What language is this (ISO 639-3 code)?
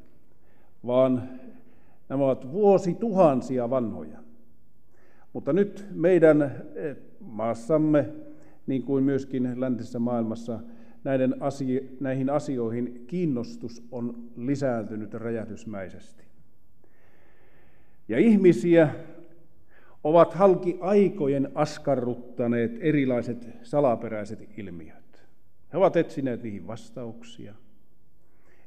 fin